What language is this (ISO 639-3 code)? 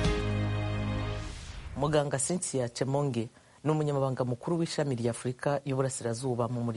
kin